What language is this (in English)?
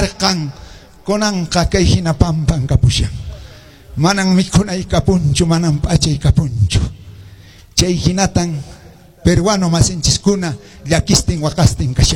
Quechua